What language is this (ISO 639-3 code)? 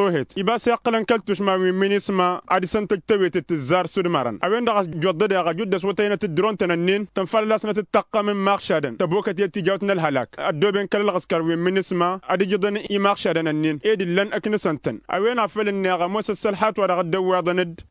taq